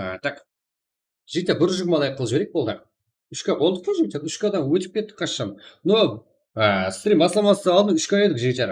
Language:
Kara-Kalpak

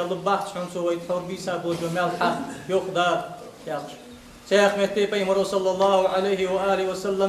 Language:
Ingush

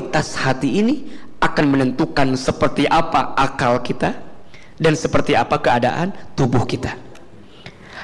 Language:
Indonesian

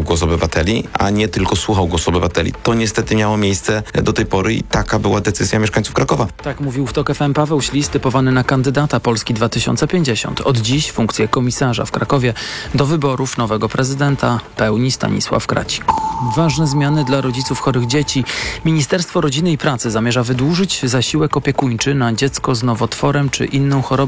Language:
Polish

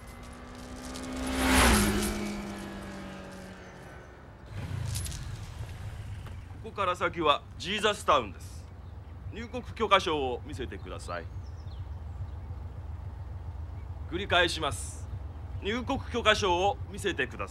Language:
Japanese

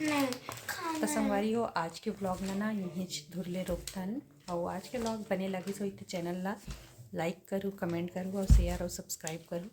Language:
Chhattisgarhi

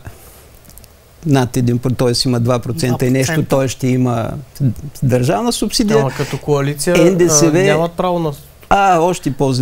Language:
Bulgarian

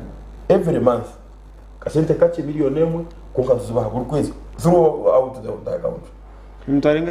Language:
Nyankole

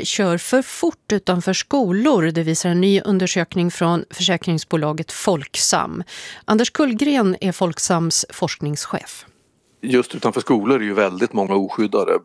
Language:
Swedish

